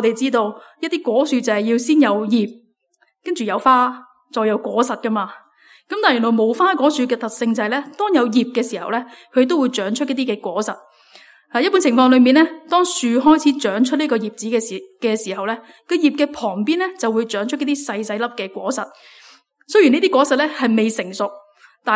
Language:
Cantonese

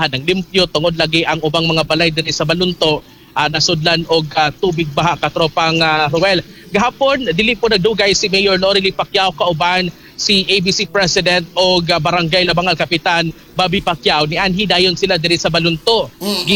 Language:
Cebuano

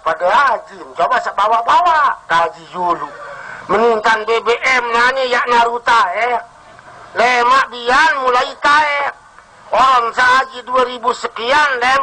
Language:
Sasak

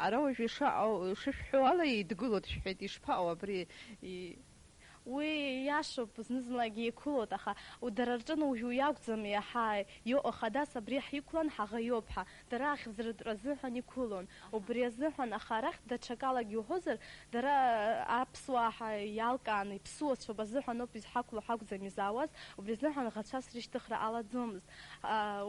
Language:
Abkhazian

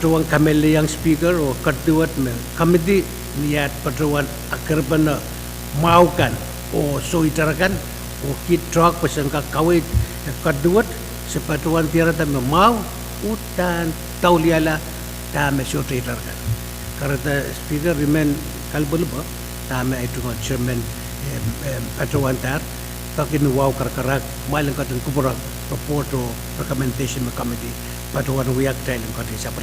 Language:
Pohnpeian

